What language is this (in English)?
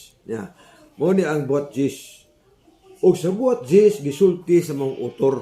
Cebuano